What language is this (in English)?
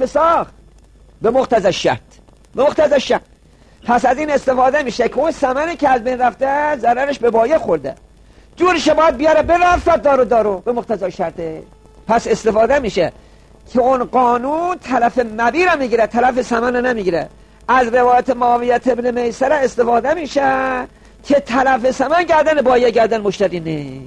Persian